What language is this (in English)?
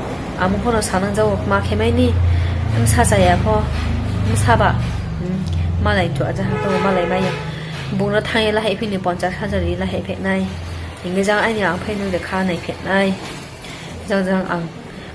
Riang (India)